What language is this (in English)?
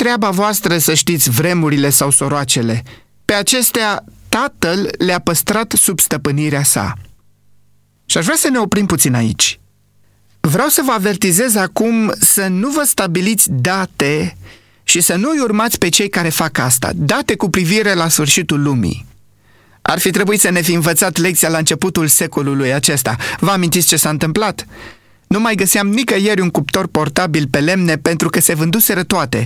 Romanian